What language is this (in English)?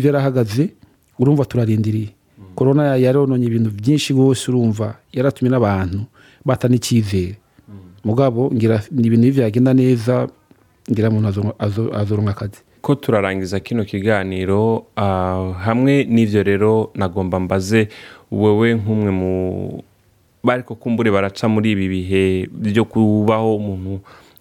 Rundi